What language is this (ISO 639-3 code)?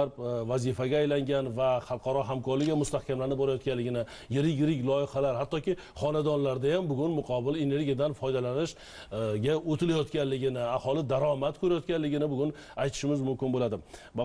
uzb